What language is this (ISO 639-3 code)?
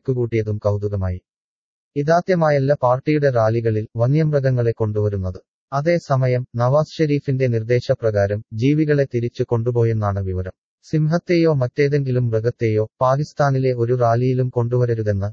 mal